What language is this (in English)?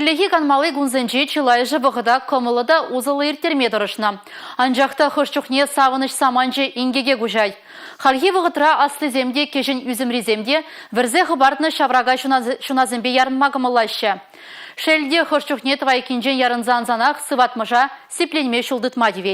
Chuvash